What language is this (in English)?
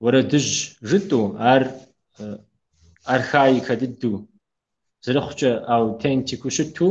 Kabardian